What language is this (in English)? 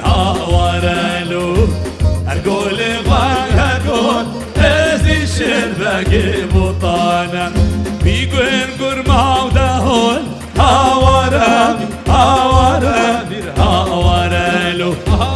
Kurdish